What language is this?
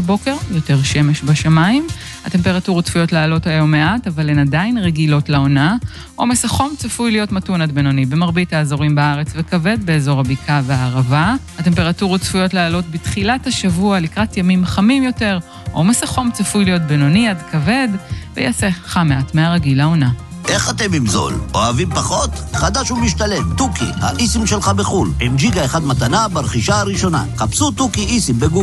Hebrew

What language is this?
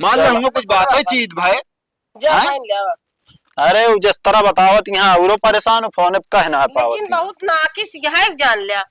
Awadhi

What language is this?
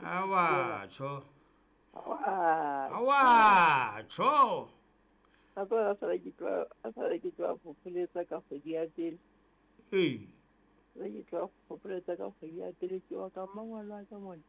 Southern Sotho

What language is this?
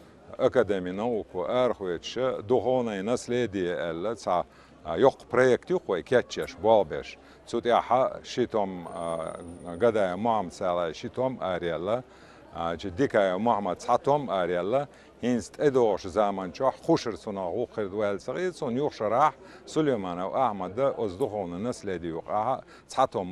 Chechen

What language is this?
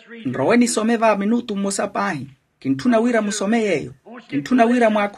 Makhuwa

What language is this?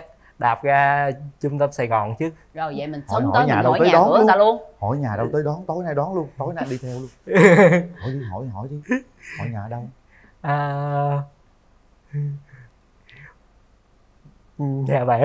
Vietnamese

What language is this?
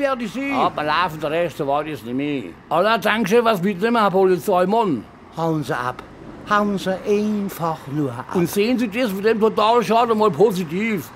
Palatine German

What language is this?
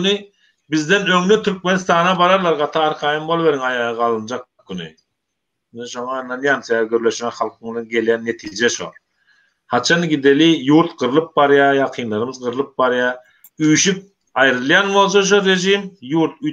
Turkmen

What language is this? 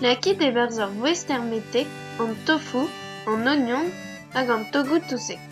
Breton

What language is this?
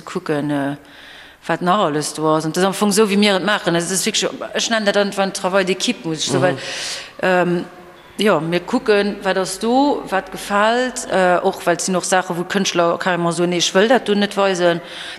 Luxembourgish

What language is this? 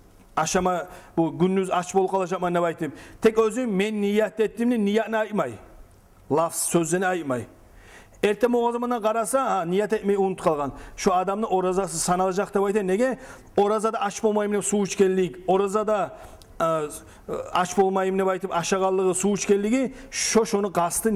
Kumyk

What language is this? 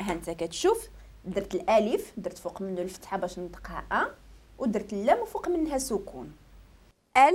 Moroccan Arabic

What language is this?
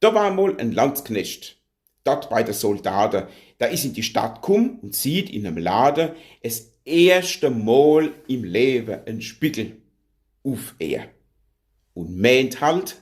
Palatine German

